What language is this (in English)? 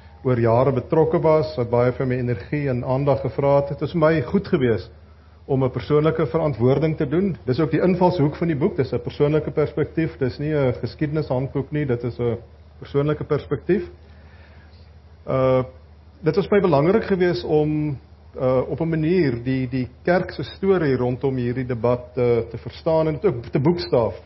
Afrikaans